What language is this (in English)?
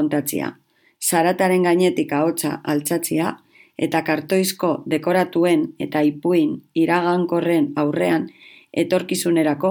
Basque